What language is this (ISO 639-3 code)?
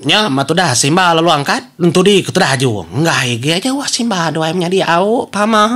iba